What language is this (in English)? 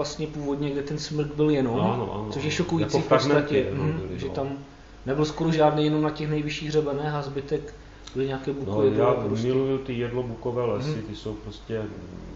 Czech